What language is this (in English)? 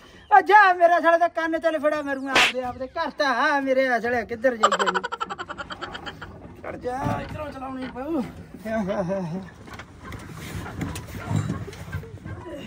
Punjabi